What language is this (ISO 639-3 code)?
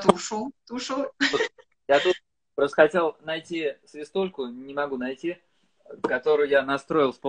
rus